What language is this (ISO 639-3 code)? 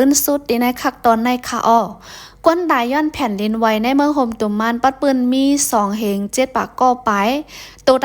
shn